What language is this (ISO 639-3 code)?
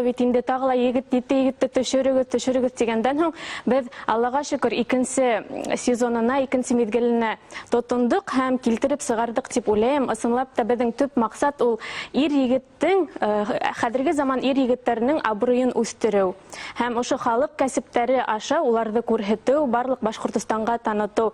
bak